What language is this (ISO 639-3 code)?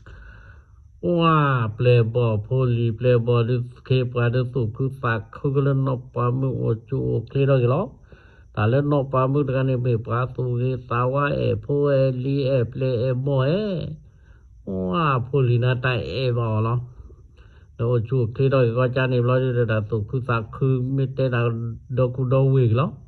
ksw